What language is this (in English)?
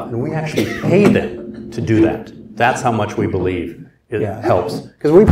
English